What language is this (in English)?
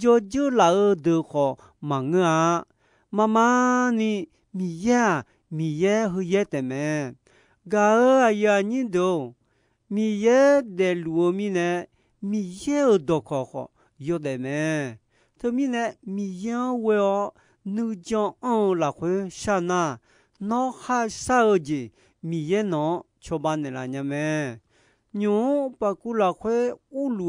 Akha